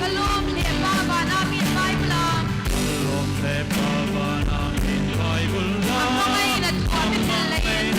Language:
Hmar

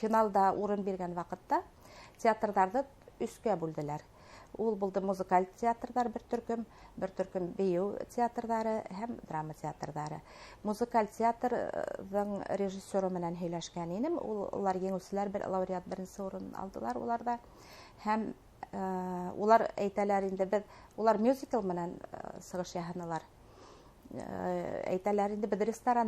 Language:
Bashkir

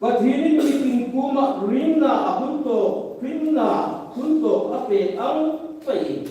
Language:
Hmar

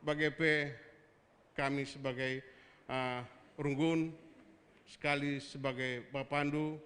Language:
Batak Karo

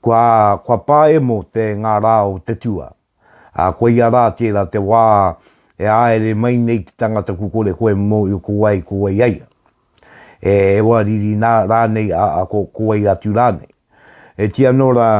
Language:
Māori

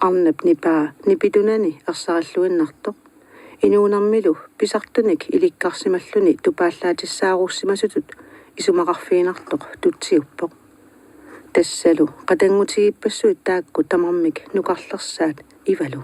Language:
Kalaallisut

